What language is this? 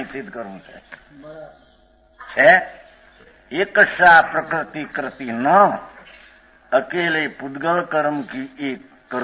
Gujarati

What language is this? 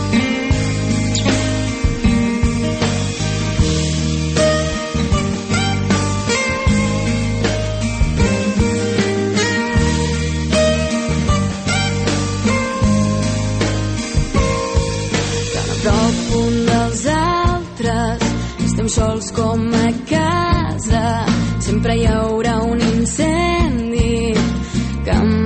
Catalan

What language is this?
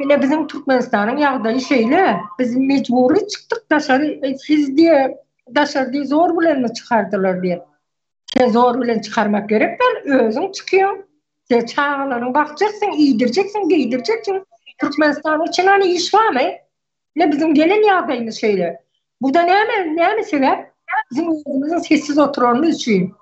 Turkmen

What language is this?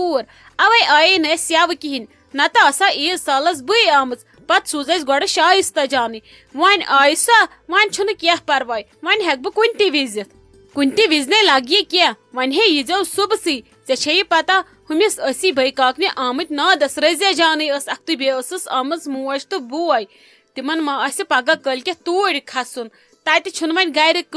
Kashmiri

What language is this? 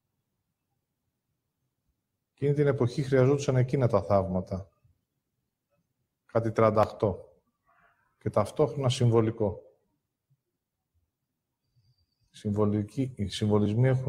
Greek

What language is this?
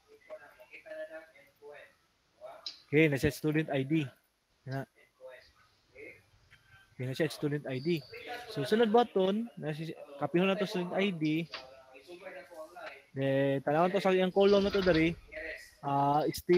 Cebuano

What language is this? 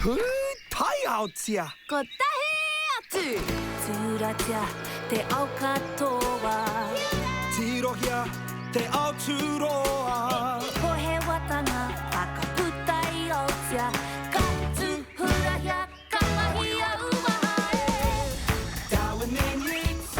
Māori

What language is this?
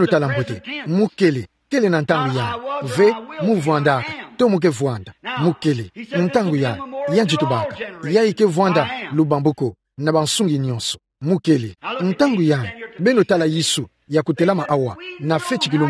Kituba (Democratic Republic of Congo)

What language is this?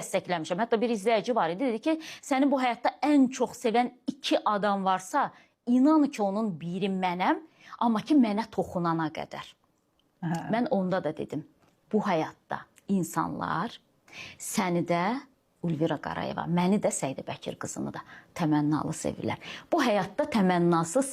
Azerbaijani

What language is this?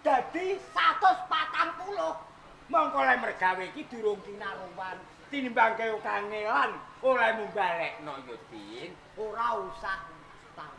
Javanese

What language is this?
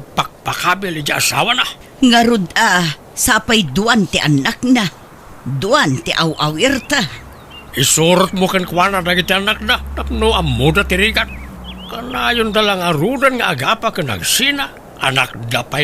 Iloko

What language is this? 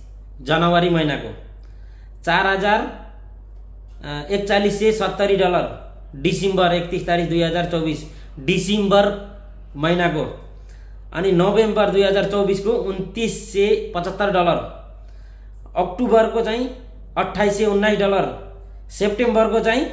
Nepali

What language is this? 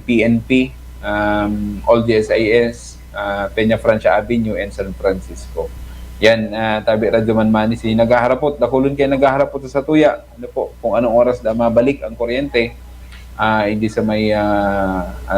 Bikol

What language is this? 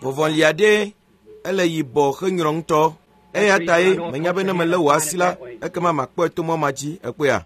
Ewe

